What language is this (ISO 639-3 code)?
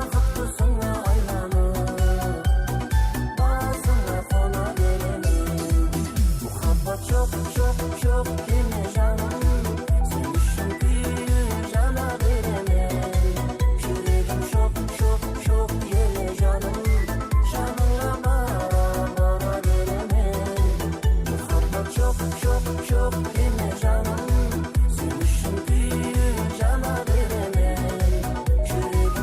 kaa